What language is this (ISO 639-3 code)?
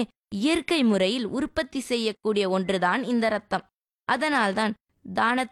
tam